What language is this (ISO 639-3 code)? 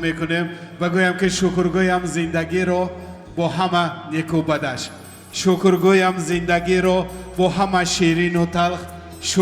tgk